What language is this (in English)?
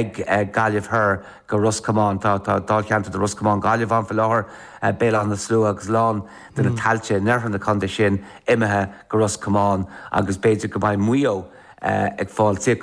Irish